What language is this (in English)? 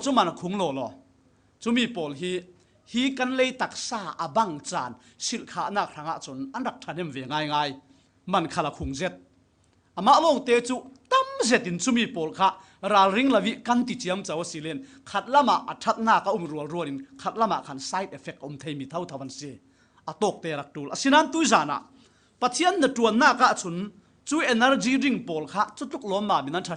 Falam Chin